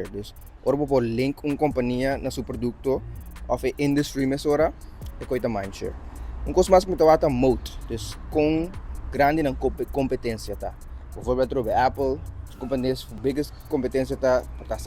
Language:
Papiamento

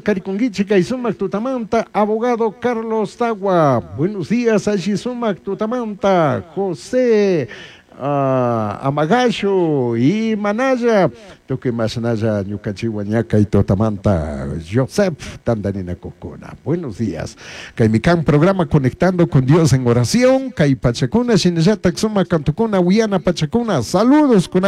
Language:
Chimborazo Highland Quichua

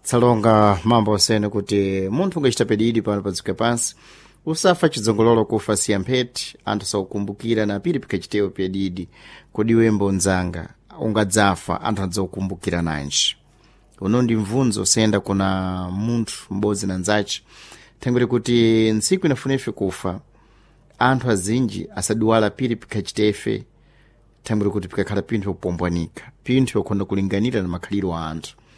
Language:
Sena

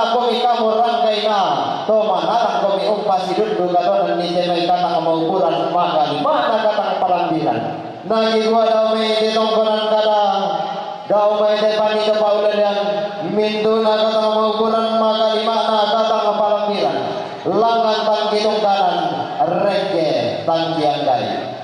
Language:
Toraja-Sa'dan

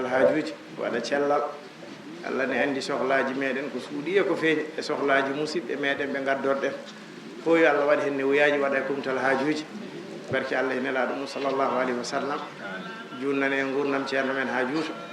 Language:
Fula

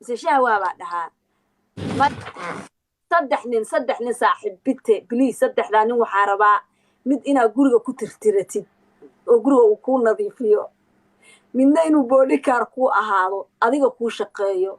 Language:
Somali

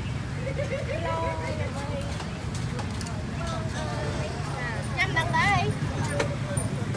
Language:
Vietnamese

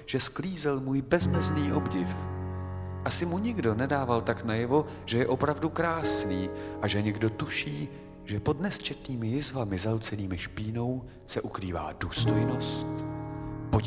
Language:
Czech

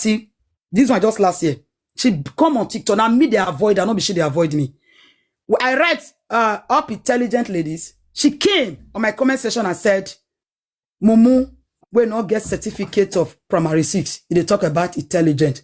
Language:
Nigerian Pidgin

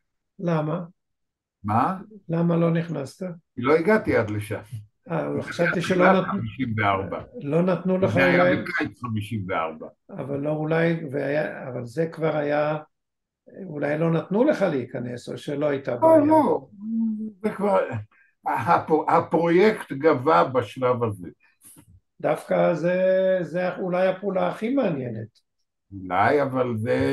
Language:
Hebrew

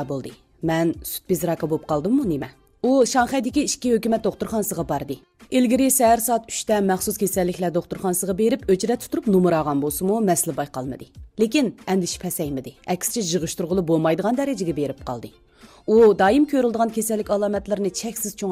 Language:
Uyghur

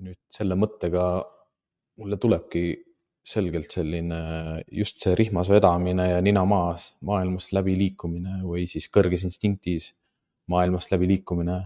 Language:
Estonian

